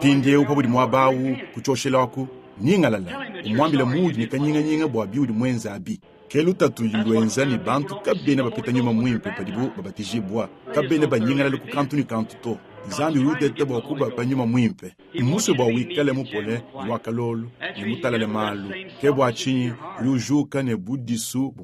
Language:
Luba-Lulua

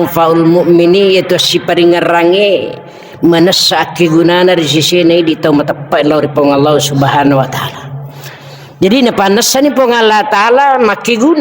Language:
Buginese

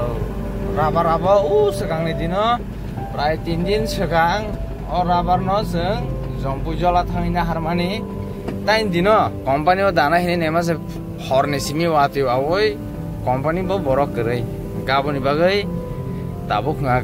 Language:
Kok Borok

